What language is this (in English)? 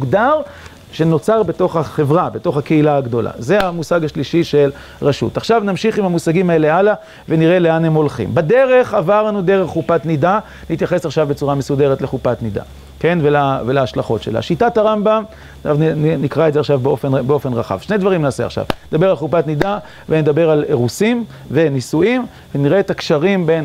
Hebrew